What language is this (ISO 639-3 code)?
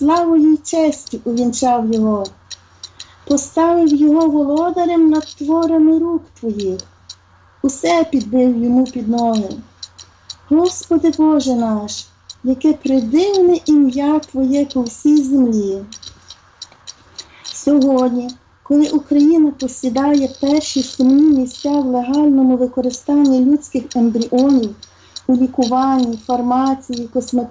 ukr